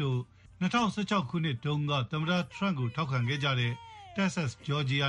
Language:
Burmese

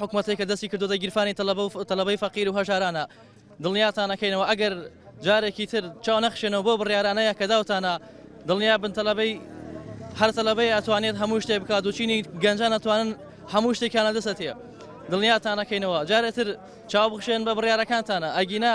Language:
Central Kurdish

